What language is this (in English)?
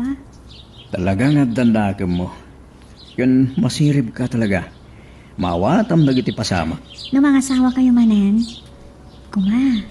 Iloko